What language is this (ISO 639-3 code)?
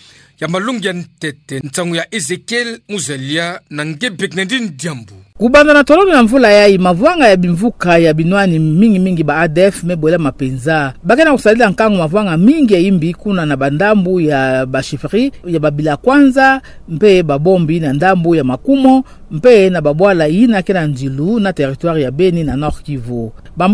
ktu